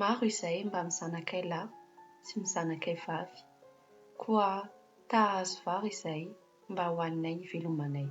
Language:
Malagasy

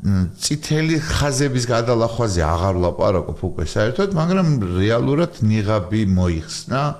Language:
Georgian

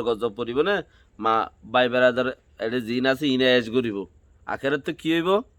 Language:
Rohingya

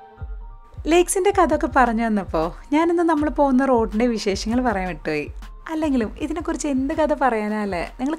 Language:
Malayalam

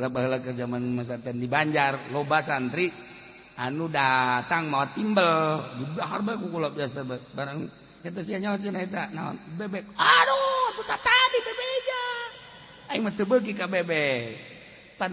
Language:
Sundanese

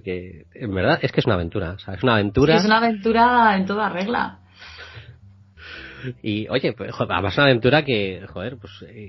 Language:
Spanish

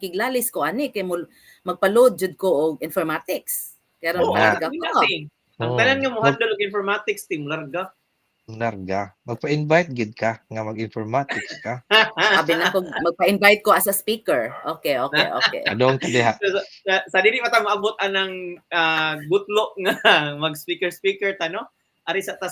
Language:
Cebuano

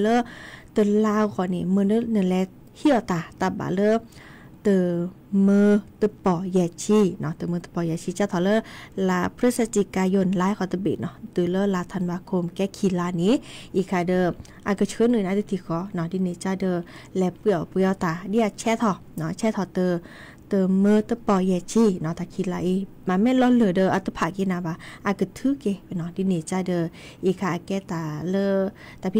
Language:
S'gaw Karen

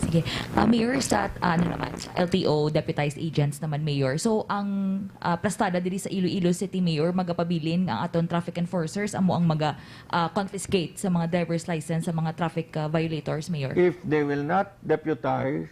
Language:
Hiligaynon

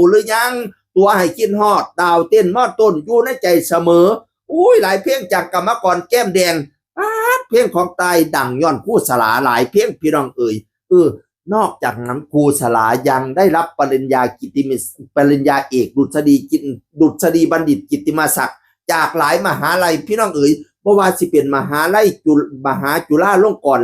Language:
Northeastern Thai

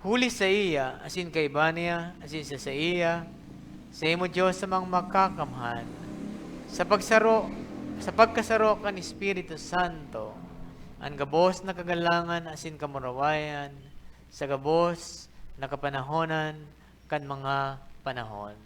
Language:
Bikol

